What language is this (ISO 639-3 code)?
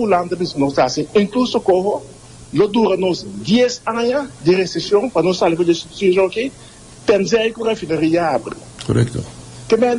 pap